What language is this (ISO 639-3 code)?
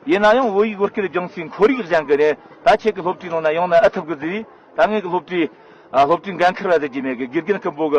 bod